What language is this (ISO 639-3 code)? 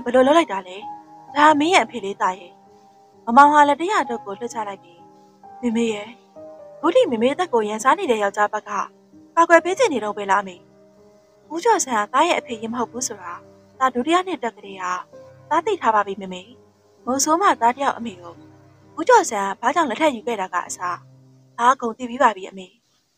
mya